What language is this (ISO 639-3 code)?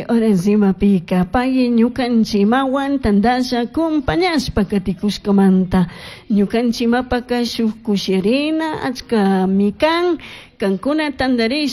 qug